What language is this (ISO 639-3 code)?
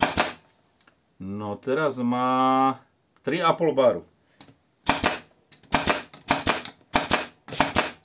slk